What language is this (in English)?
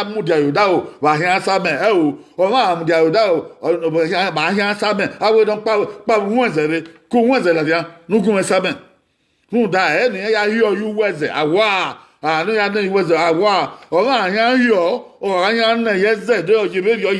Bini